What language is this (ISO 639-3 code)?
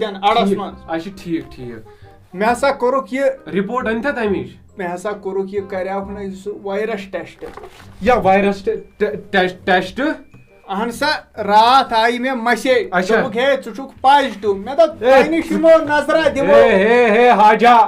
kas